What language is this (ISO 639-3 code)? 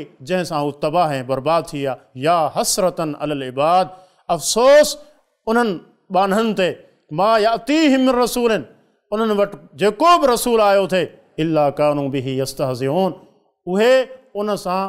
snd